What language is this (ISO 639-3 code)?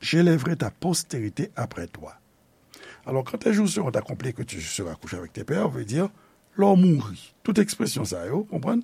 hat